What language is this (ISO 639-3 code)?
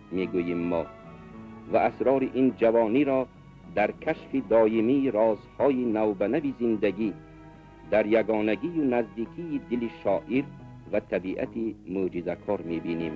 tgk